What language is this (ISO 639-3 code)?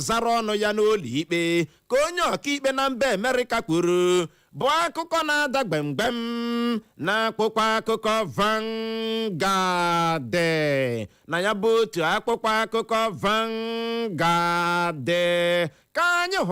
ibo